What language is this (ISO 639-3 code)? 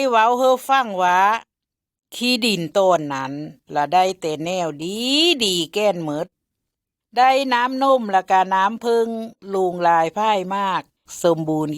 lao